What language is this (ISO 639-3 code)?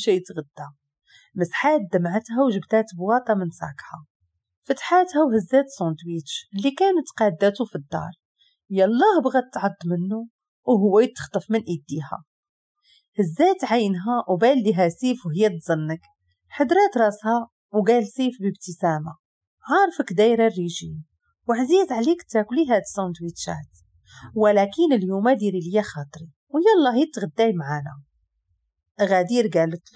ary